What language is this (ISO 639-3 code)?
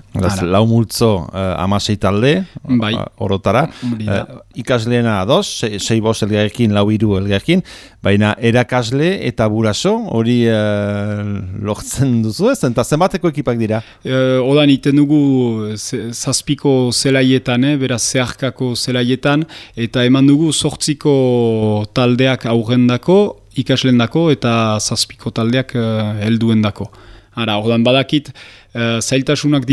eus